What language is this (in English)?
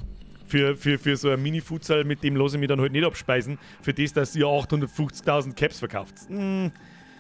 Bavarian